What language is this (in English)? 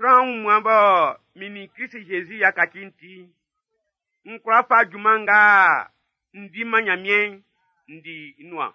Baoulé